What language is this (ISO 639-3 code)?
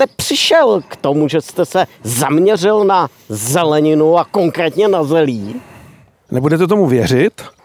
ces